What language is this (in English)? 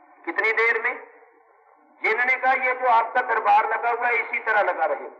Urdu